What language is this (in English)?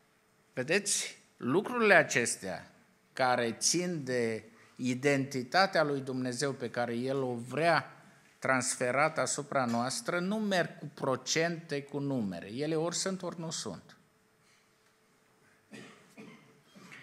Romanian